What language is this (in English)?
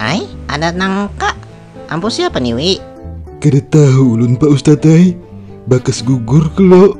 Banjar